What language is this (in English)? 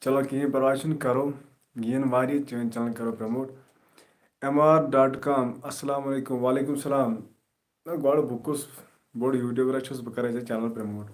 Kashmiri